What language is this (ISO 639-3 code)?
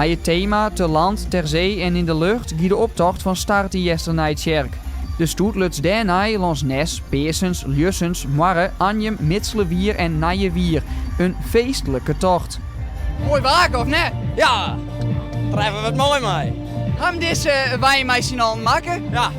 fry